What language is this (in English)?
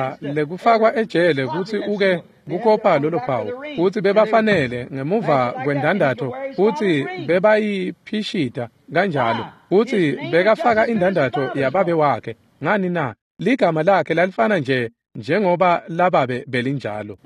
Swati